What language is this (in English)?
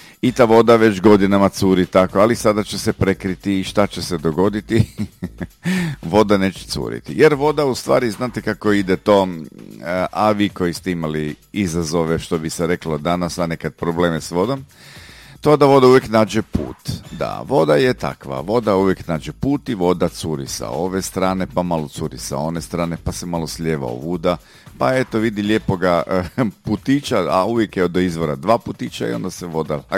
Croatian